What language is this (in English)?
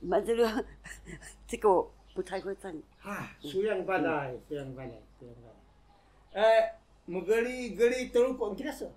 Taroko